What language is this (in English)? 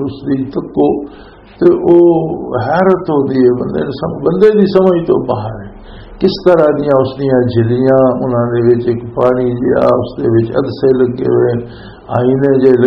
Western Panjabi